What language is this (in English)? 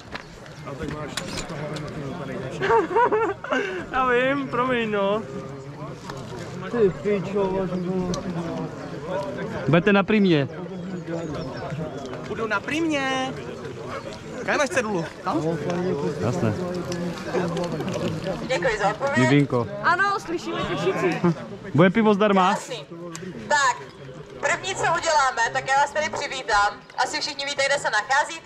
Czech